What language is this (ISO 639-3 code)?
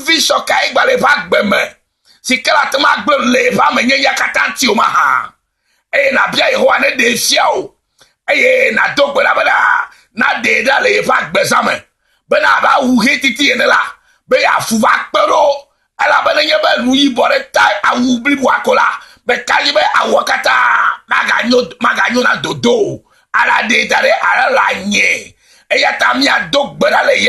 ewe